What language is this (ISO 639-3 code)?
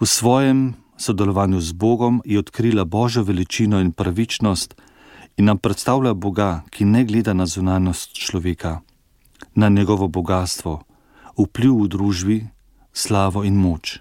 slv